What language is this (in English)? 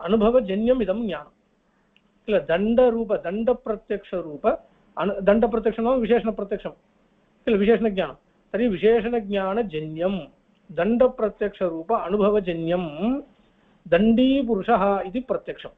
Sanskrit